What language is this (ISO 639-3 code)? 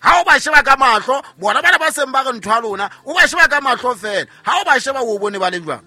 sot